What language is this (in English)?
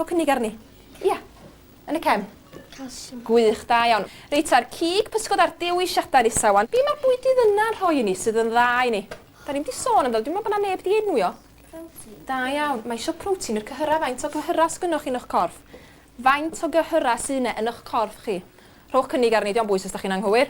Welsh